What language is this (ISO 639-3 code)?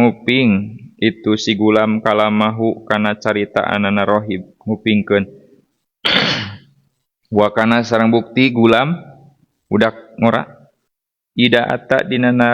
sun